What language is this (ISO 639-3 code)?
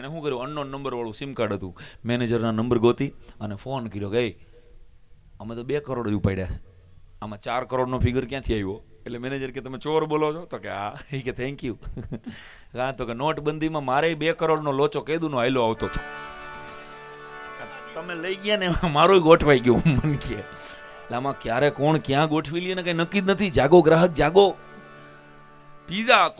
guj